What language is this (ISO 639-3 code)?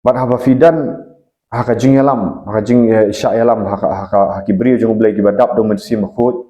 kha